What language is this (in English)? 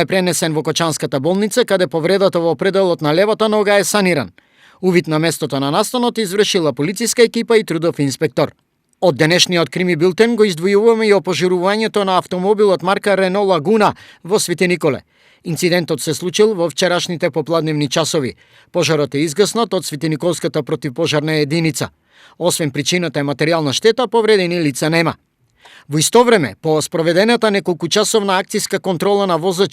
Macedonian